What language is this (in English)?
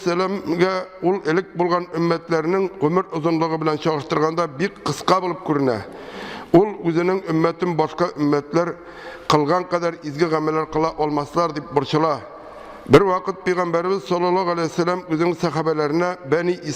Tatar